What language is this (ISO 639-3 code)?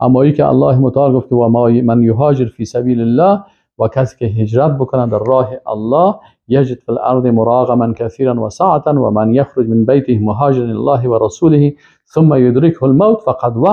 fas